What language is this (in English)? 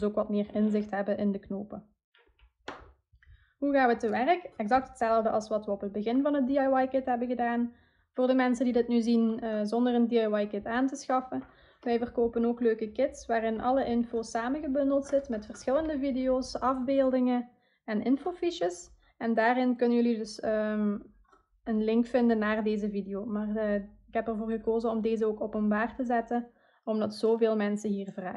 Dutch